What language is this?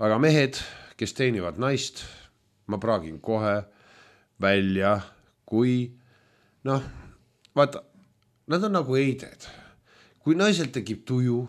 Estonian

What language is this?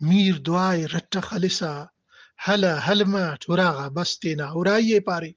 Brahui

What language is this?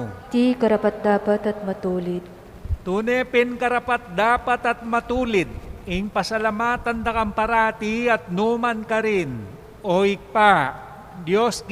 Pampanga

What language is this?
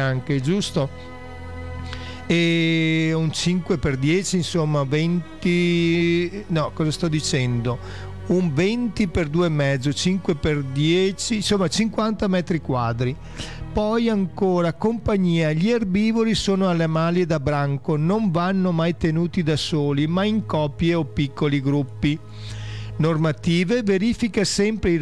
Italian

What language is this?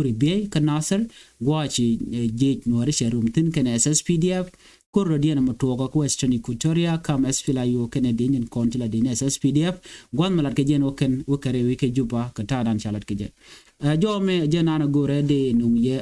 Nuer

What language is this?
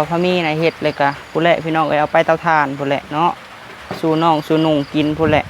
Lao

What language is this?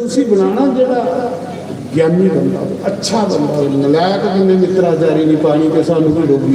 Dogri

